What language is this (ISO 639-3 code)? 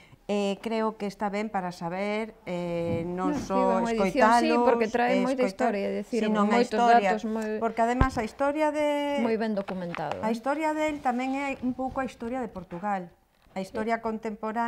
glg